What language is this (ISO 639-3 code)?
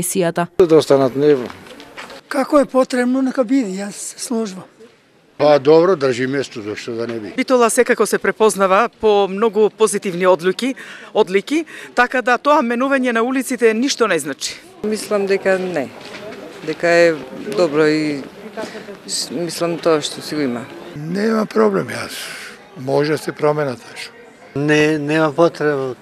mkd